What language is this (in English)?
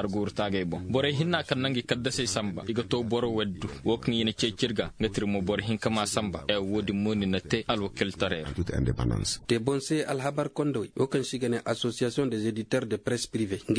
Koyraboro Senni